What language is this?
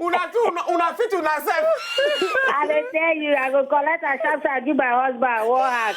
Nigerian Pidgin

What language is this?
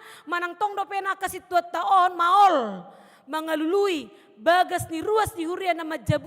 Batak Toba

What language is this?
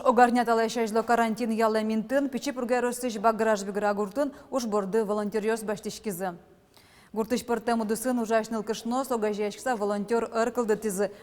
Udmurt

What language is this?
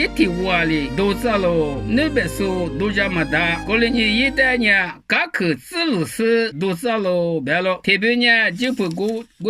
Lisu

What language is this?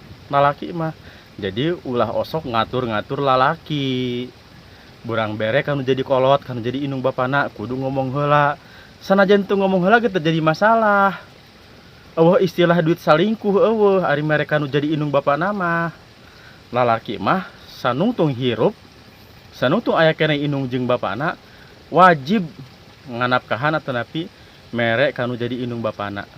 Sundanese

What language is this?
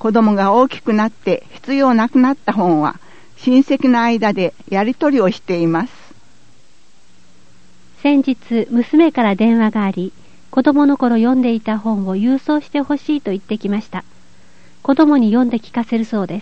Japanese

